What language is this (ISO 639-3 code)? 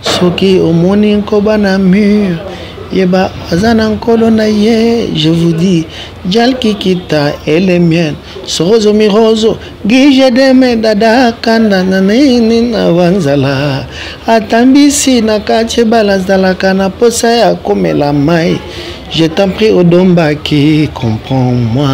lin